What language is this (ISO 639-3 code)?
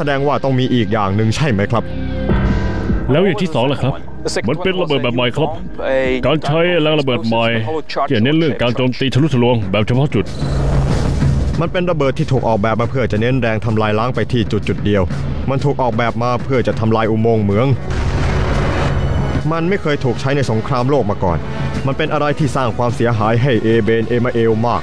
tha